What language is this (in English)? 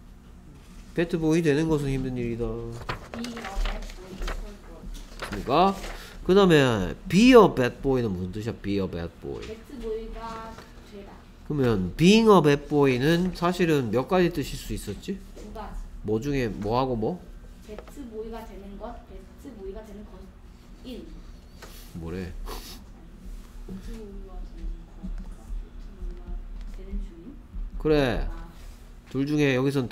Korean